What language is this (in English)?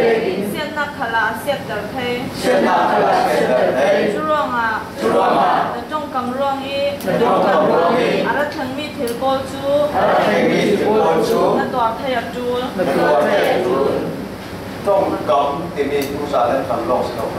Falam Chin